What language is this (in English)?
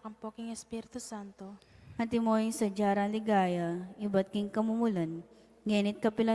Pampanga